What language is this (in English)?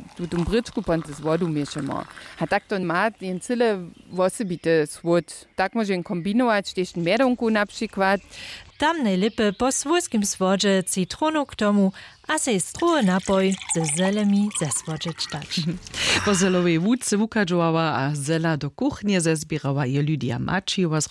Upper Sorbian